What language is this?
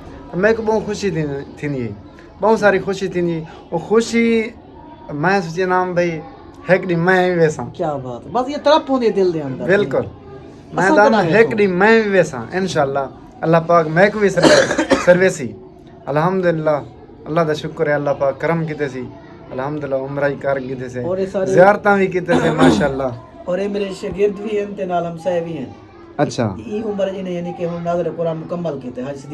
Saraiki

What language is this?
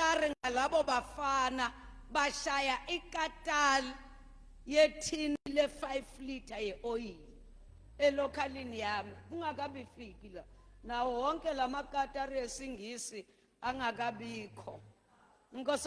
Zulu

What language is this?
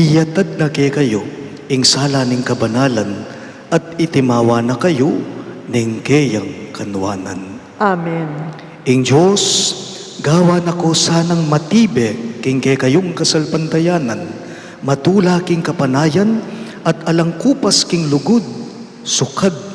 Pampanga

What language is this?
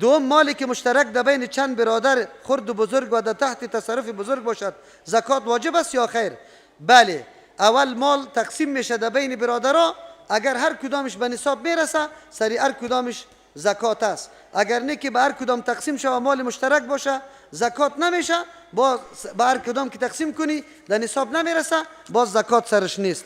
Persian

